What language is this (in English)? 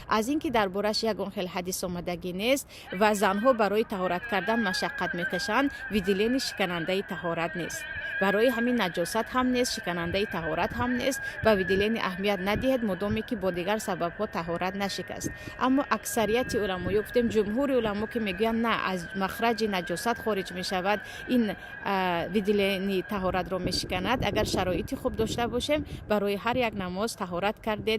Tajik